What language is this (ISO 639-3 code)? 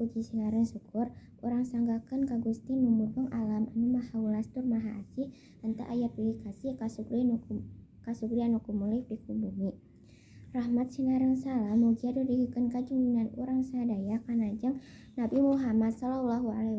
sun